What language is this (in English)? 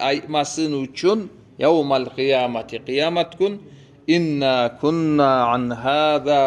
Kumyk